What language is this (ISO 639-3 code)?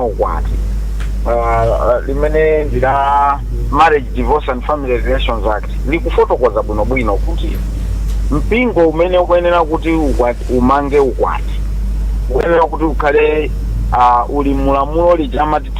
nya